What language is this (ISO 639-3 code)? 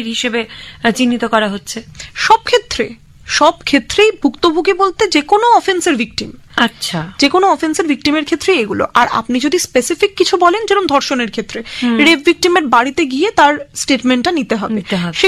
ben